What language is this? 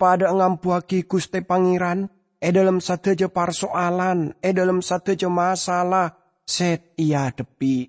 Madurese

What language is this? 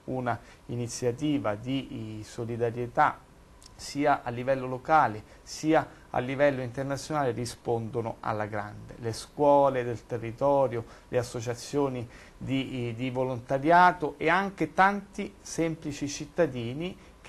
Italian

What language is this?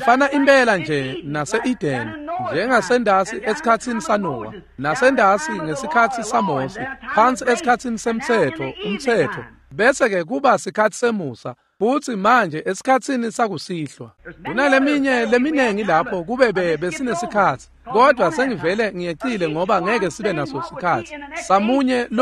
Swati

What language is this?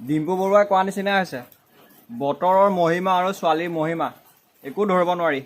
Assamese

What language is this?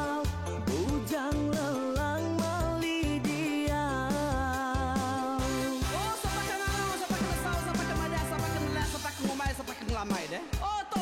Iban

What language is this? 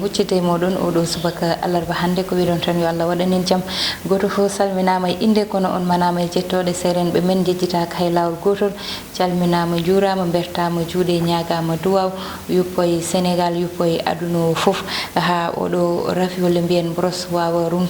Fula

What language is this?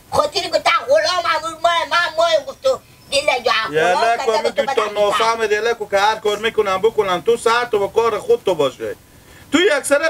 Hazaragi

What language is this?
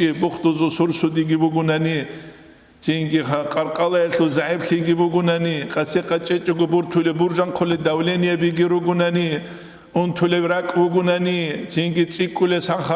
Avaric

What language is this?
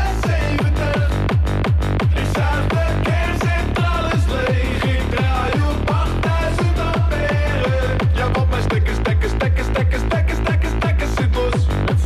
Dutch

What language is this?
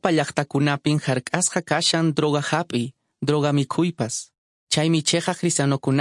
Quechua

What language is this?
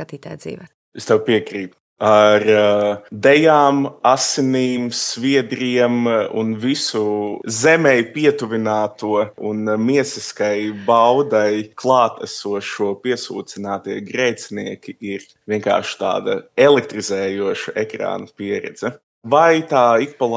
Latvian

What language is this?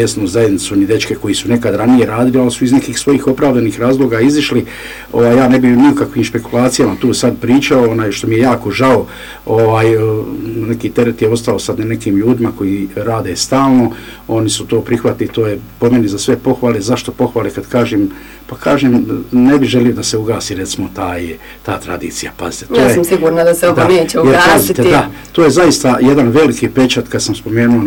Bosnian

